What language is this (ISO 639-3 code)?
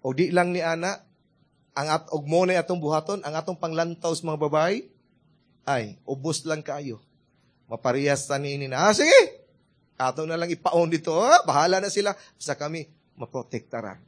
ceb